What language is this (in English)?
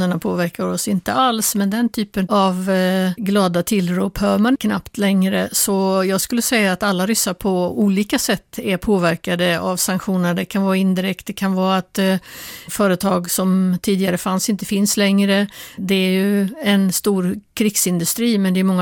Swedish